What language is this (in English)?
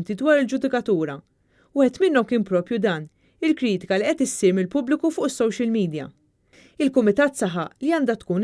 Maltese